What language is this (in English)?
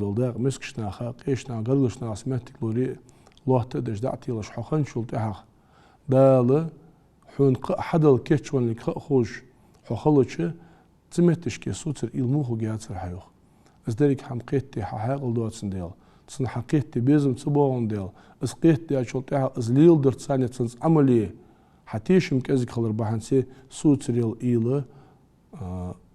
Ingush